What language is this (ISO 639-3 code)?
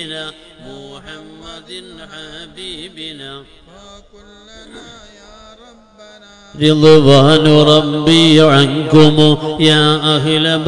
mal